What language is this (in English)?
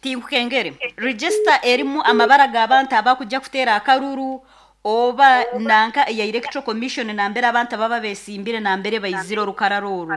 Nyoro